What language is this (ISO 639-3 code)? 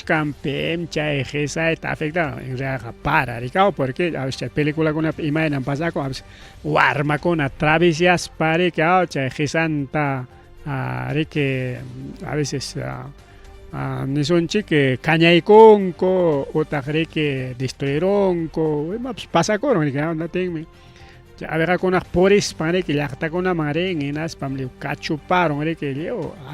quy